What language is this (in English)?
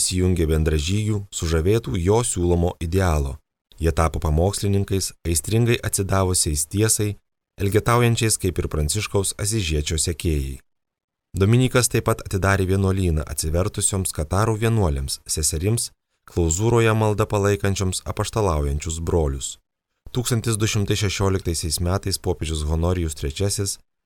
Lithuanian